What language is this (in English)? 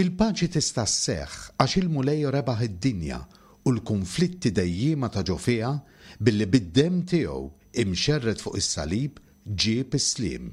Maltese